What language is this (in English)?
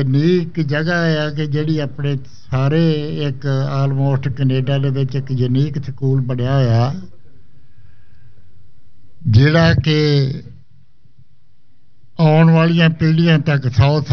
Punjabi